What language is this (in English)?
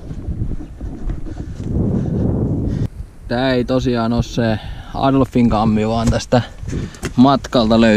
Finnish